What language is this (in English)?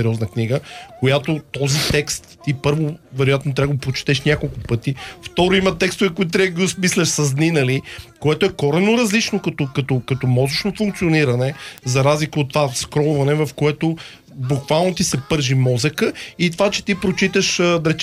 Bulgarian